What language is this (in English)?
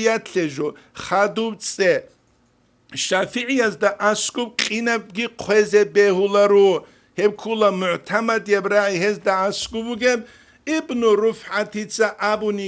Avaric